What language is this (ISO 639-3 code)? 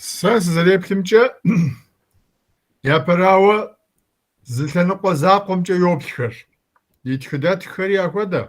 kbd